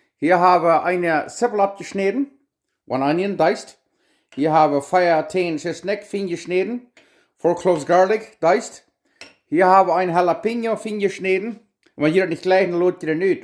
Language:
Plautdietsch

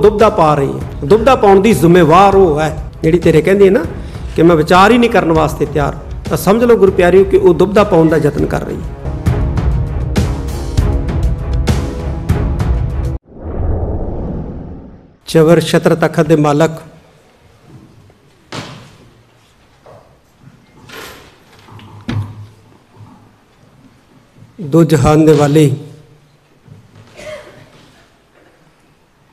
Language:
Punjabi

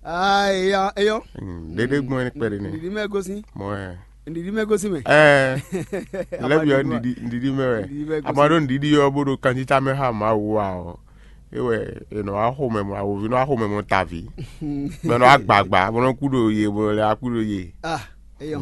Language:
Fon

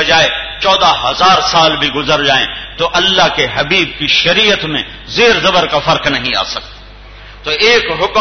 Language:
Urdu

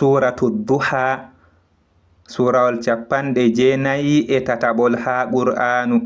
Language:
Fula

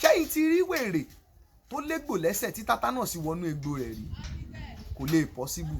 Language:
Yoruba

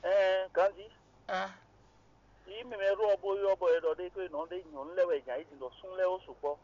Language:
Fon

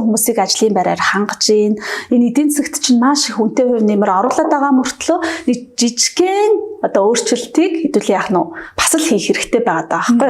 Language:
Mongolian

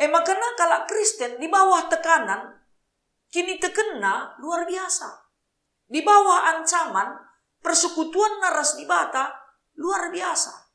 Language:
Batak Karo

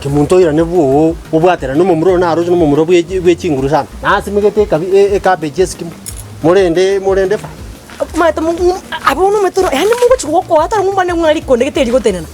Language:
Gusii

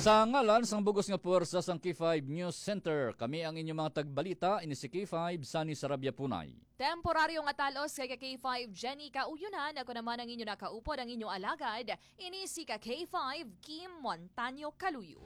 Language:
Hiligaynon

